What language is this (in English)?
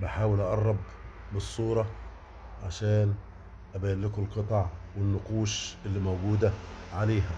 Egyptian Arabic